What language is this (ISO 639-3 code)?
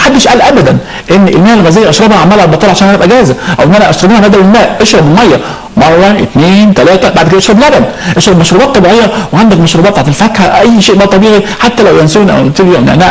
arz